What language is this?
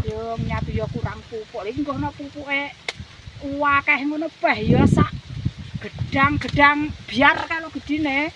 Javanese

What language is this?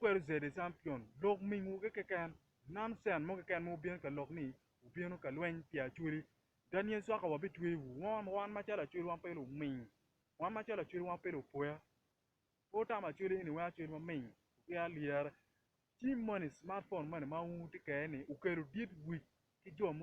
Acoli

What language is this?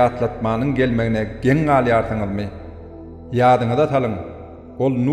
Turkmen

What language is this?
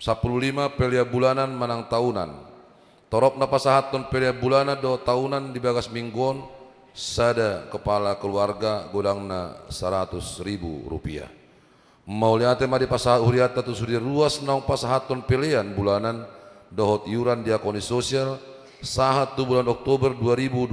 Batak Toba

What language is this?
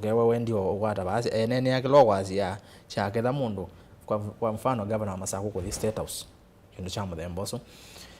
Kamba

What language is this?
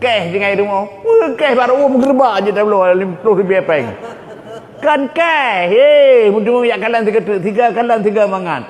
Achinese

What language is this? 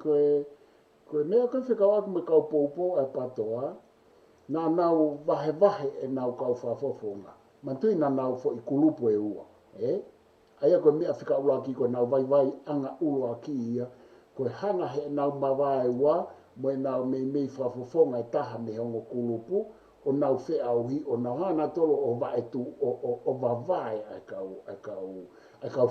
Tongan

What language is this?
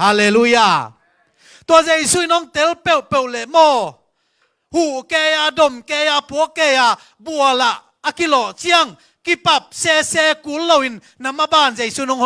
Tedim Chin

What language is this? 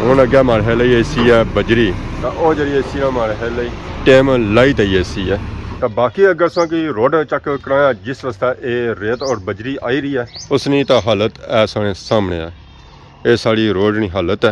Pahari-Potwari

